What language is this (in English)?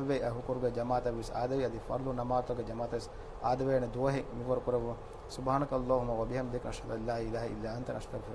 Divehi